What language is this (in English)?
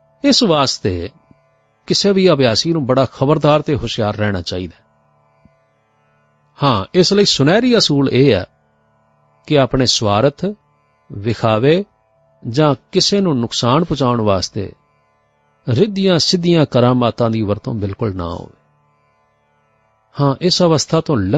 Punjabi